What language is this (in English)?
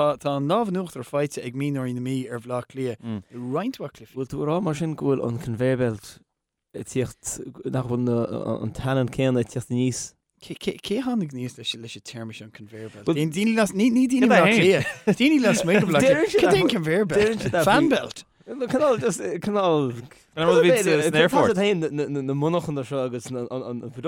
Irish